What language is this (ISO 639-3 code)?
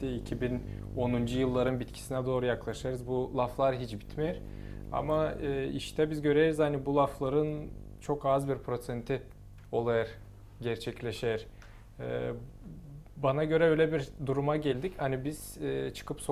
gag